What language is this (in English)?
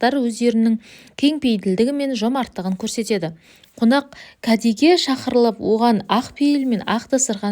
Kazakh